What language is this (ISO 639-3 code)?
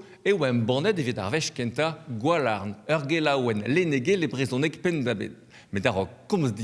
bre